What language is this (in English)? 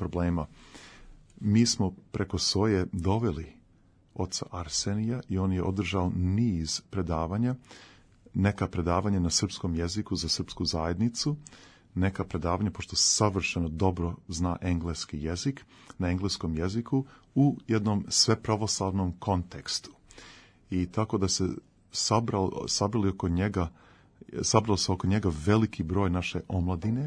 Serbian